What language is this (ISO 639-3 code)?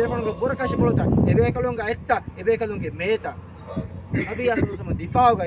div